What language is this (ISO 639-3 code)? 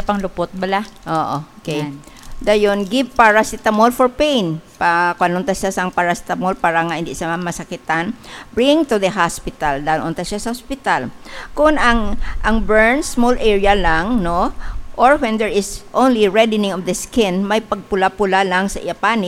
hil